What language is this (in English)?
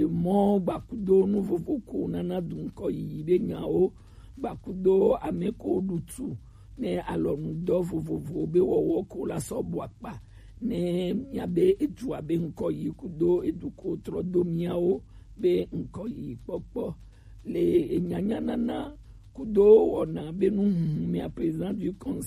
Gen